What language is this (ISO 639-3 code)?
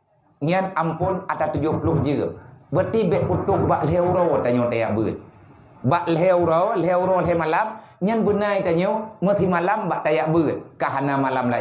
ace